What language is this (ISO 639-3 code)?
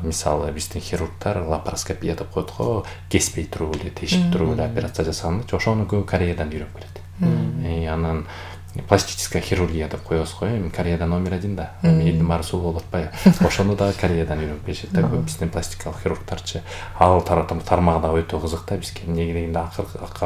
kir